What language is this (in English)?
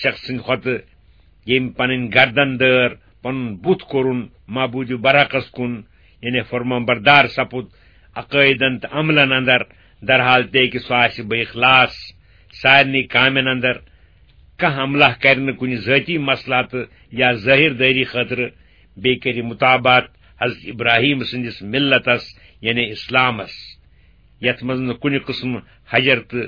Kashmiri